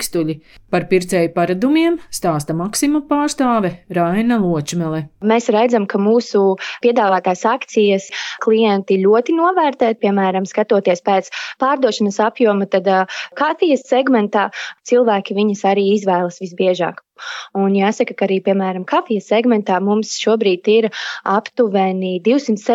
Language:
Latvian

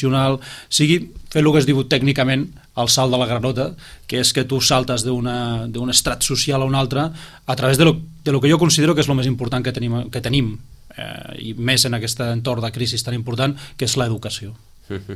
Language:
Catalan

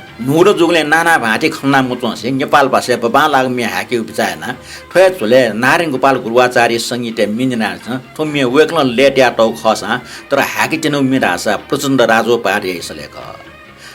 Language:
Newari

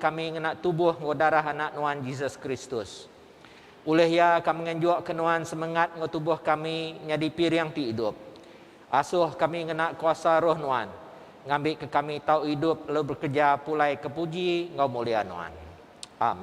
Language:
Iban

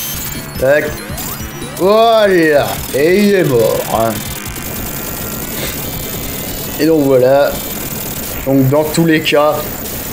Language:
French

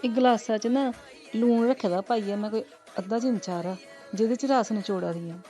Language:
Dogri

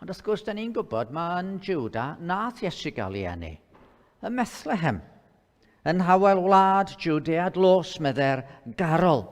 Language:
Welsh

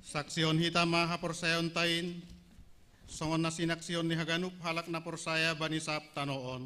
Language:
Batak Simalungun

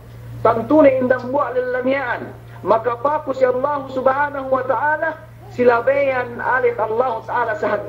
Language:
Yakan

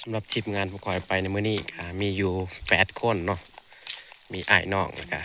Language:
Northeastern Thai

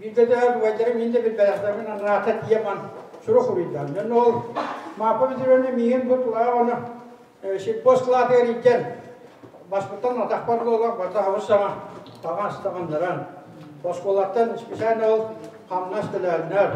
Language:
Yakut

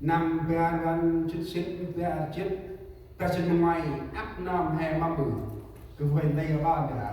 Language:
Central Mnong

